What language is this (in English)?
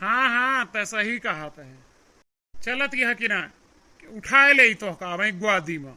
Awadhi